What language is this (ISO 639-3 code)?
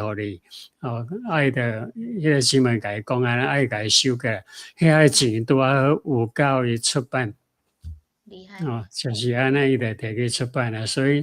nan